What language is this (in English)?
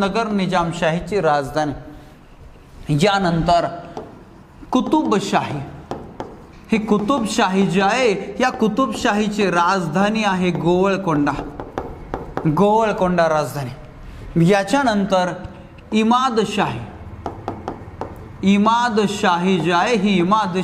Marathi